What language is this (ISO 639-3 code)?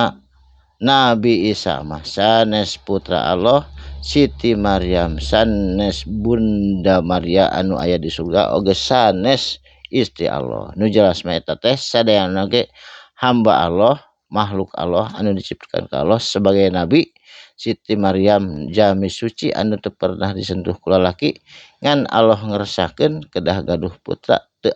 sun